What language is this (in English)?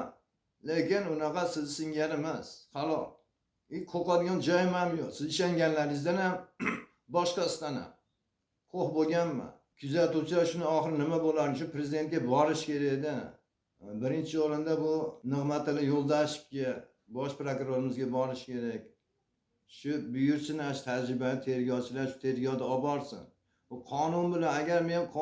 Uzbek